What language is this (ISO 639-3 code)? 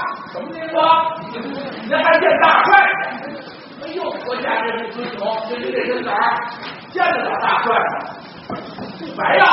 zho